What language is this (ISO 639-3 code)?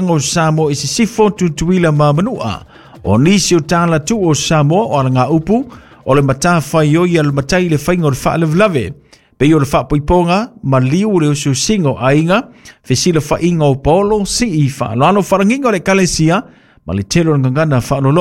smo